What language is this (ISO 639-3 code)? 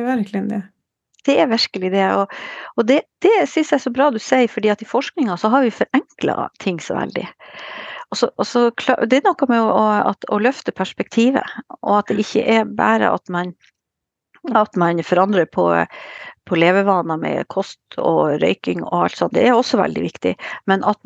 nor